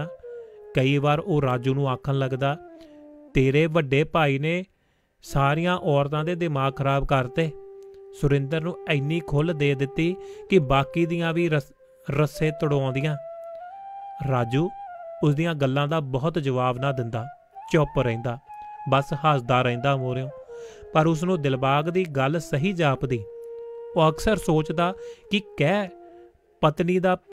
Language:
Punjabi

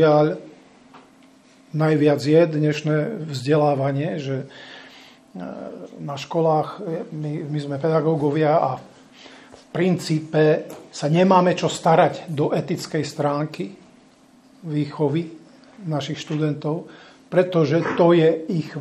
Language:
Slovak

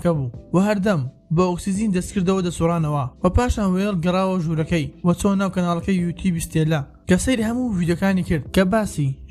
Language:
Central Kurdish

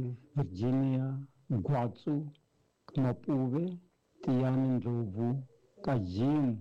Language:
Tsonga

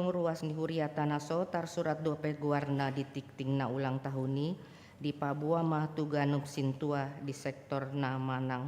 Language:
Batak Toba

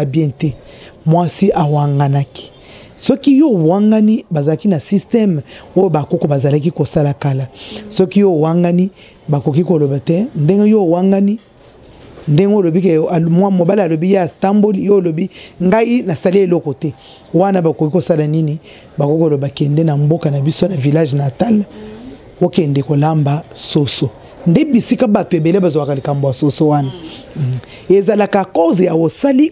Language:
Lingala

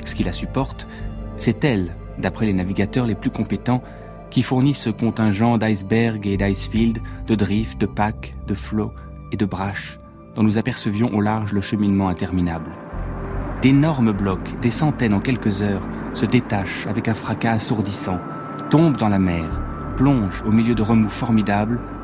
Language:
French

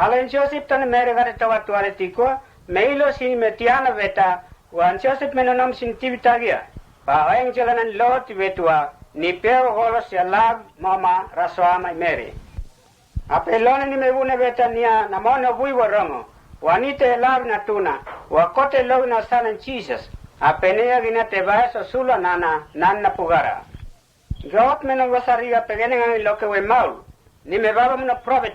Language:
Mota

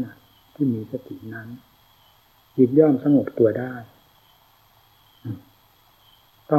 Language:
Thai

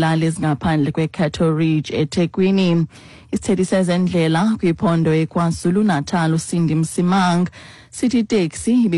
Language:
Xhosa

